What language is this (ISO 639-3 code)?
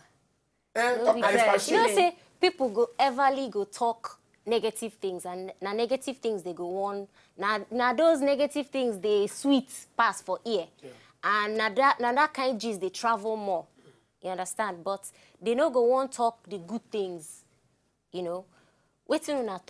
pcm